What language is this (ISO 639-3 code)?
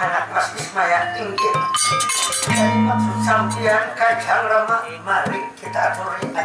bjn